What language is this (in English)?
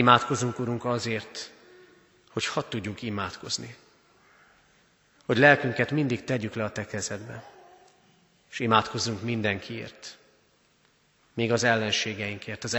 Hungarian